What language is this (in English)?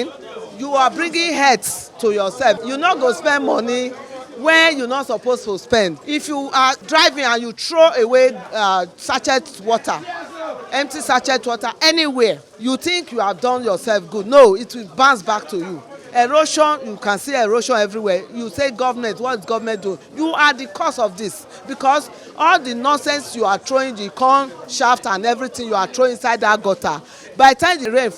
Nigerian Pidgin